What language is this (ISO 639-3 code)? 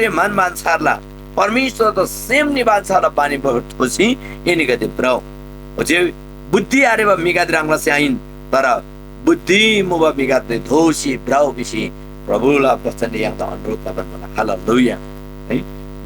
taj